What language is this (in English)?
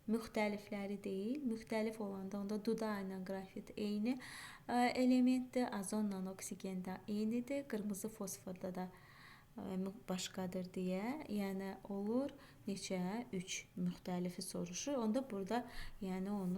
Azerbaijani